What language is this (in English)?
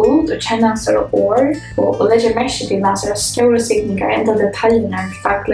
Faroese